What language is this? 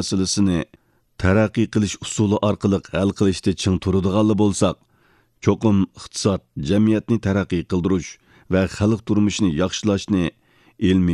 Uyghur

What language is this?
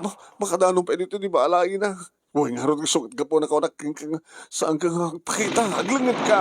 Iloko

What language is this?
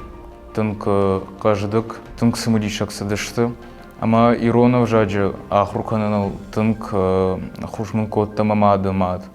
Ossetic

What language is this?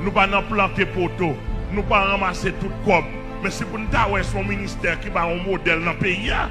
Haitian Creole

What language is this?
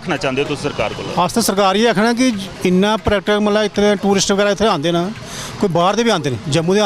Dogri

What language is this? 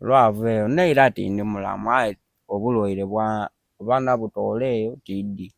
Soga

